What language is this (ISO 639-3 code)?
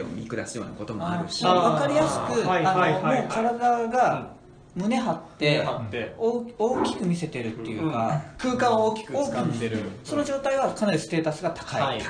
jpn